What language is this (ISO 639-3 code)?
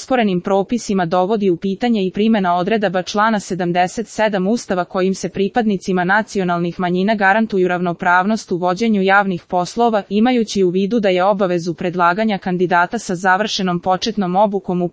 srp